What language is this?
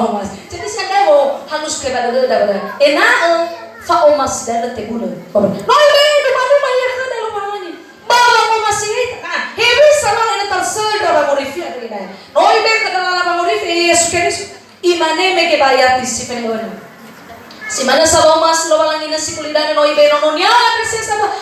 Nias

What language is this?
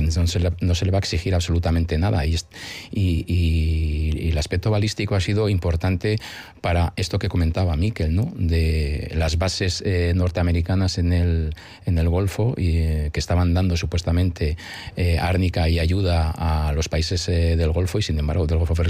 Spanish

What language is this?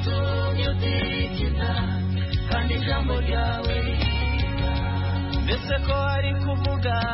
Kinyarwanda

